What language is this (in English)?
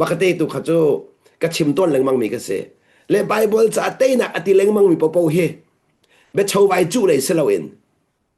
Hakha Chin